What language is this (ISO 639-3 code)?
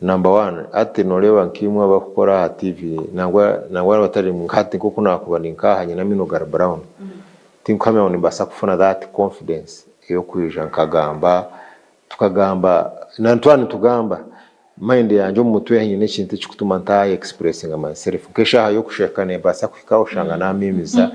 nyn